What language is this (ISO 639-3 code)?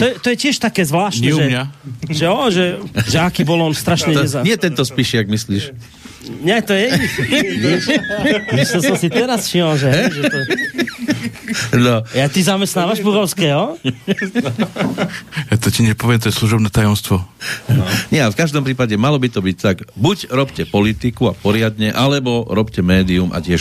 slk